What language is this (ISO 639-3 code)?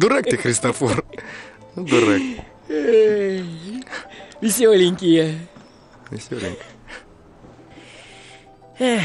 rus